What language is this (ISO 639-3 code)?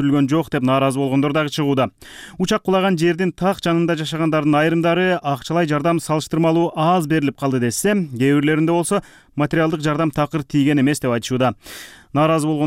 kir